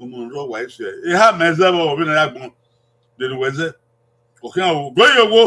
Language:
Bini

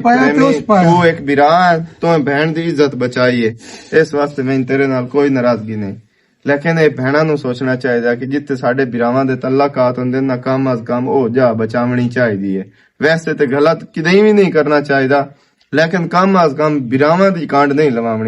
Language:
Western Panjabi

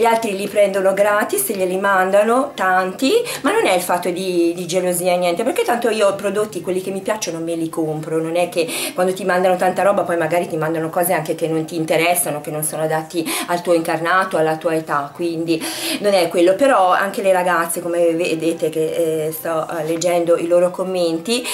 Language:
Italian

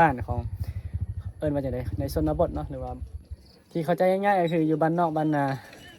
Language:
Northeastern Thai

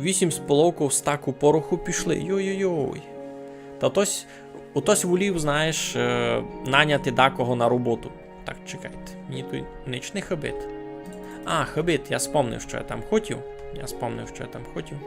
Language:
Rusyn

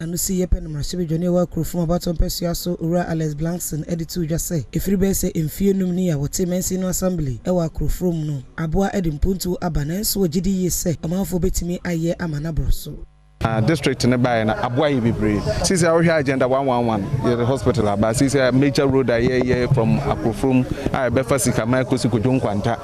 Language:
Akan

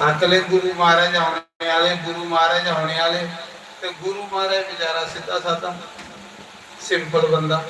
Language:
Dogri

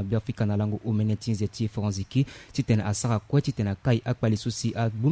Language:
Sango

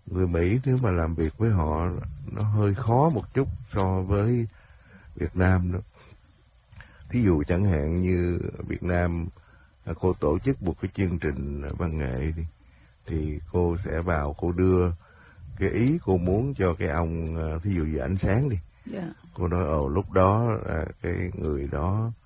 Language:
Vietnamese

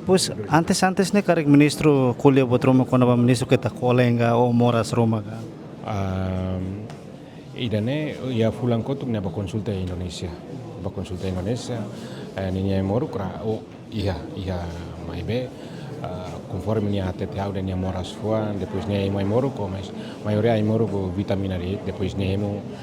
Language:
Tetum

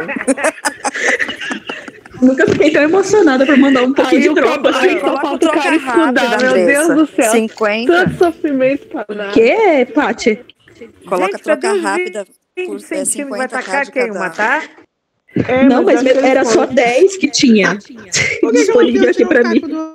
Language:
Portuguese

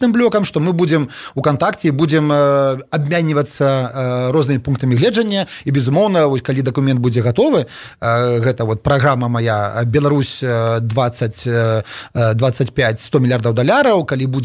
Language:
Belarusian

